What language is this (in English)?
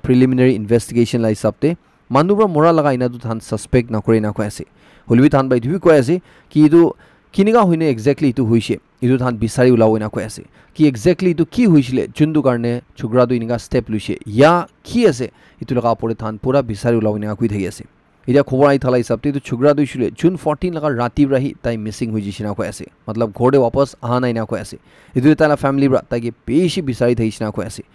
Naga Pidgin